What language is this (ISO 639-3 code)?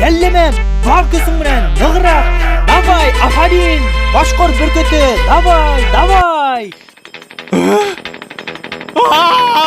bak